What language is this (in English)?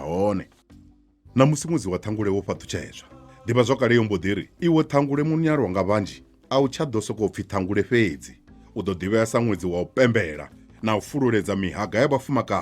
Venda